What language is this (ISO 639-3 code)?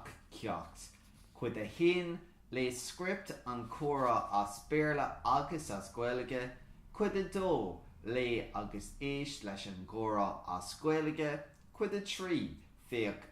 gle